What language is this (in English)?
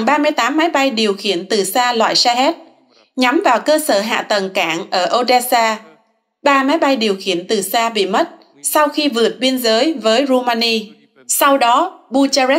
Vietnamese